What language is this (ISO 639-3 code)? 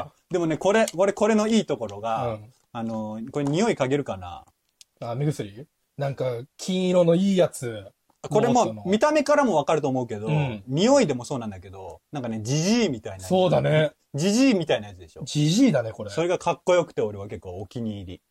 jpn